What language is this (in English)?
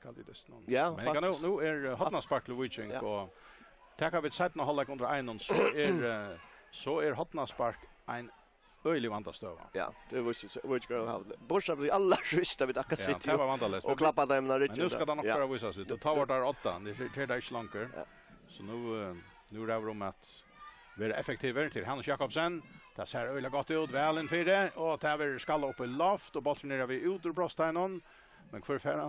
Faroese